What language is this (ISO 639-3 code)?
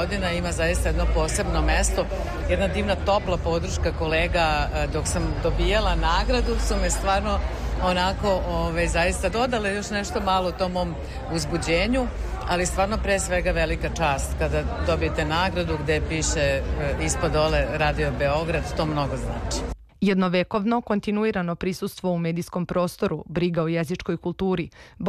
srp